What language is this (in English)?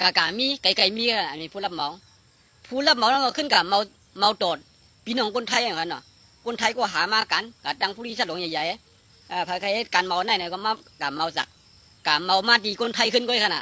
Shan